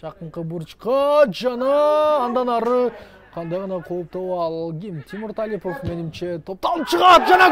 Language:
Kyrgyz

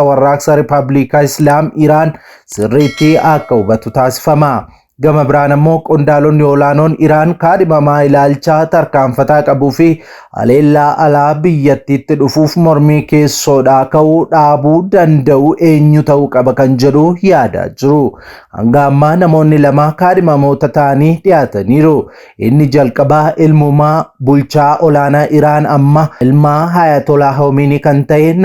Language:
Oromo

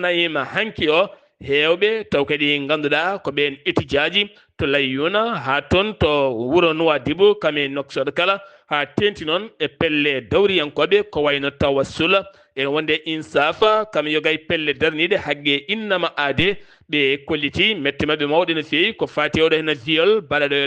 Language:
Fula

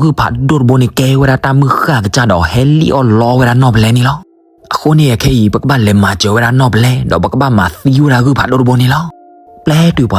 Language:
S'gaw Karen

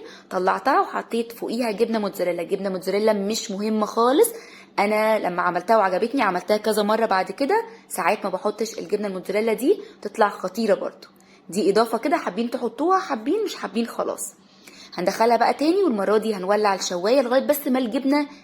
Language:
Egyptian Arabic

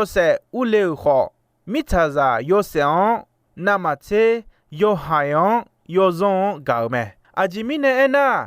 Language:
Akha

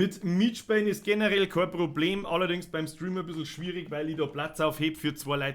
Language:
Bavarian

